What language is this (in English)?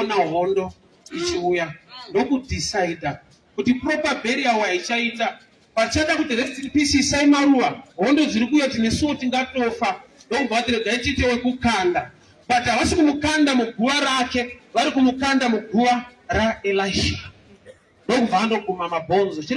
Shona